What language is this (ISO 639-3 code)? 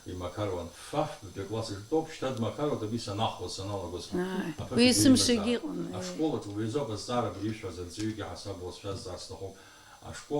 abk